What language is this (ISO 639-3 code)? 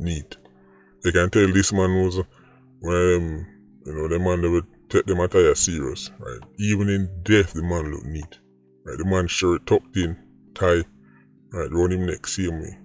jam